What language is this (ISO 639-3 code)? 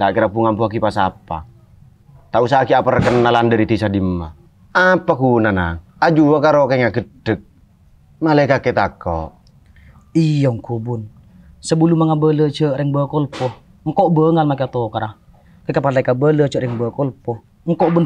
mad